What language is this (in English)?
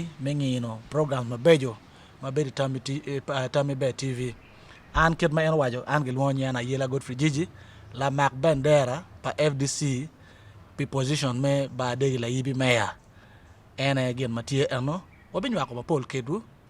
Acoli